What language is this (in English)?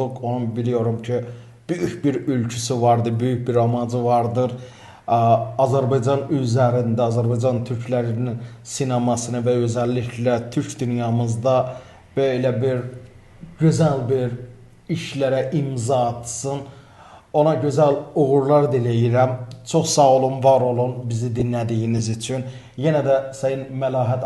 Azerbaijani